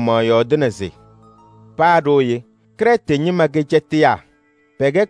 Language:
Kabiyè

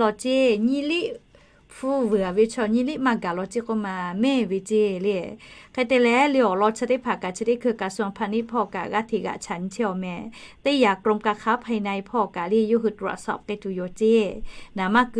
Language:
Lahu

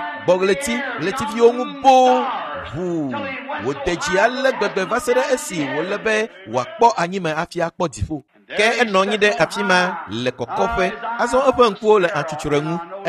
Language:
Ewe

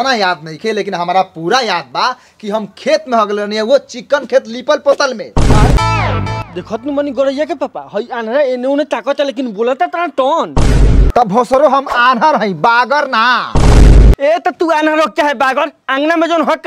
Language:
Bhojpuri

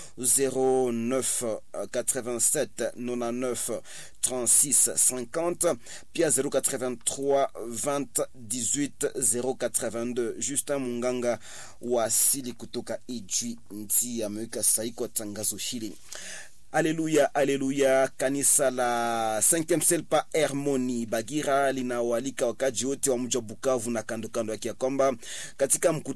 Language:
Swahili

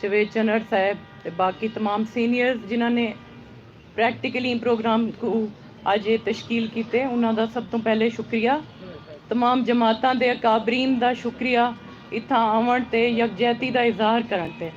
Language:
Saraiki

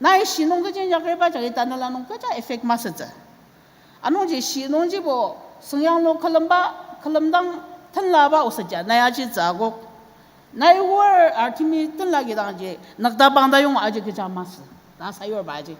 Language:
Ao Naga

